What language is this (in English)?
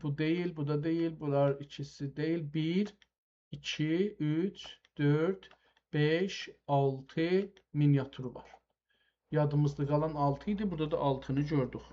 South Azerbaijani